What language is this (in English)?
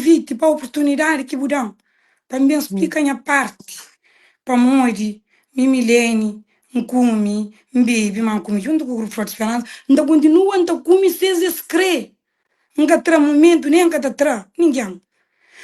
Kabuverdianu